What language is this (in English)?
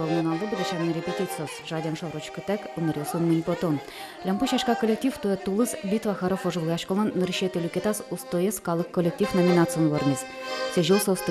Udmurt